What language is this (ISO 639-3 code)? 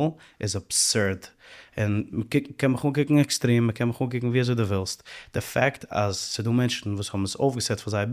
yid